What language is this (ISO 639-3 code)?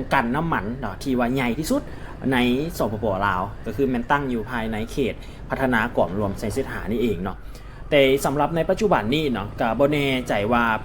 lao